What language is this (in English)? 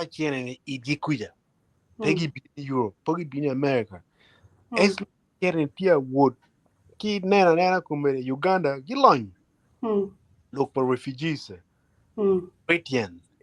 Acoli